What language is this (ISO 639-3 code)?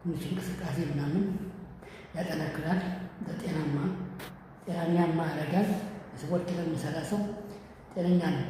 amh